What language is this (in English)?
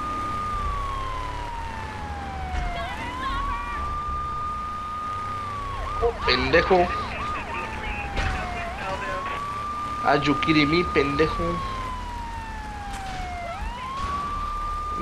Spanish